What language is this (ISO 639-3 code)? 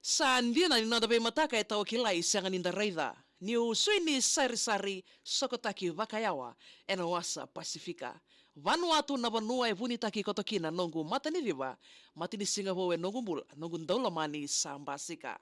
fij